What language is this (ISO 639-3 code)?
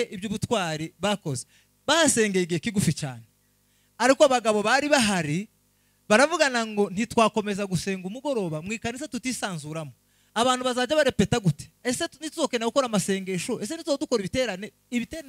kin